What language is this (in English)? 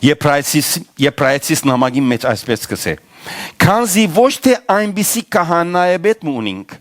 Western Armenian